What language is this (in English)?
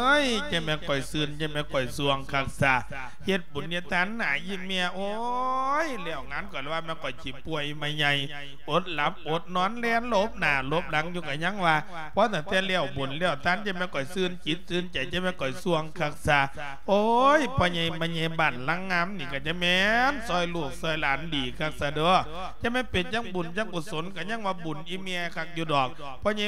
Lao